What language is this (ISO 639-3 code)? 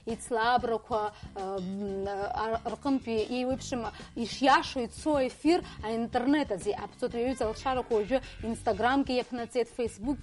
abk